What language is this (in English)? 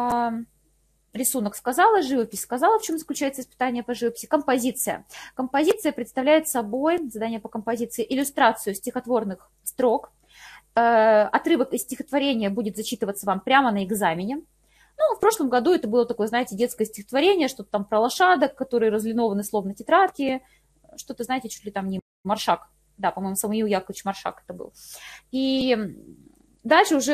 Russian